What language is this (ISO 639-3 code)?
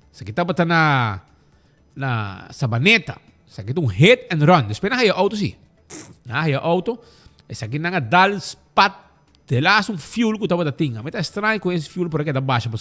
pap